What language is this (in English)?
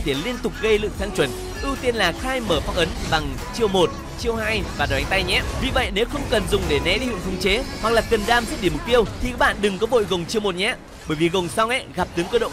Vietnamese